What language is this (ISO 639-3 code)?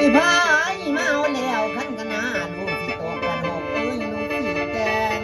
tts